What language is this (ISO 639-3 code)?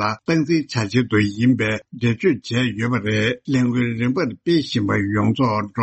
bod